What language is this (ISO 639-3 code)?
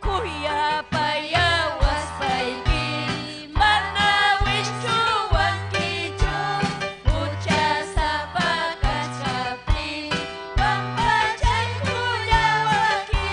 quy